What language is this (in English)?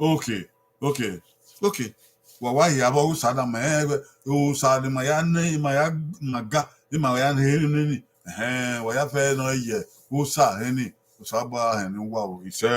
Bini